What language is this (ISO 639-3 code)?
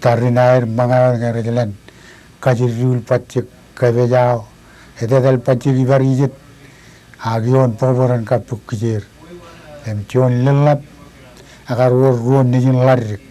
mah